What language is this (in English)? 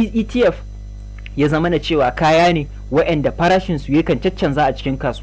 Hausa